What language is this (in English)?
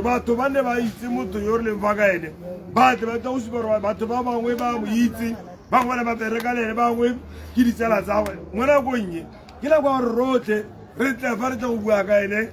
Tswana